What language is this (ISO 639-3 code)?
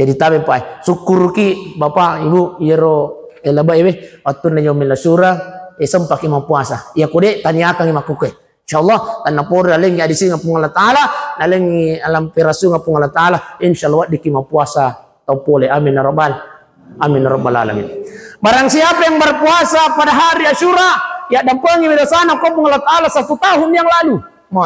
bug